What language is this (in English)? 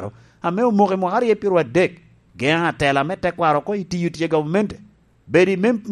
Lango (Uganda)